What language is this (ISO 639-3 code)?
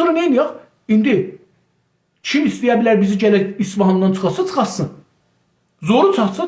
azb